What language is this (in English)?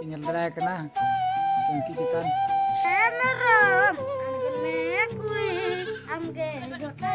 Santali